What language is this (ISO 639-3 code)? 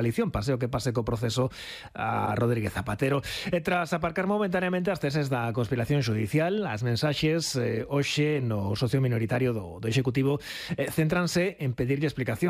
glg